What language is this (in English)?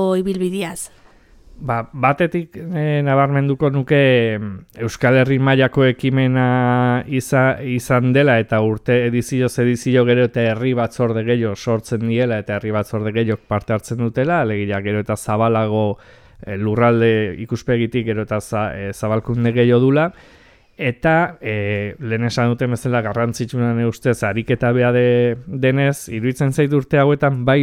Basque